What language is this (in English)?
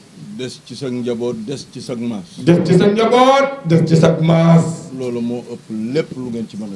Wolof